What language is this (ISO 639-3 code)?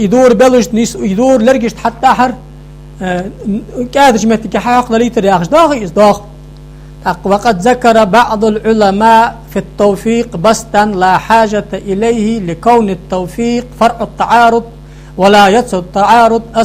inh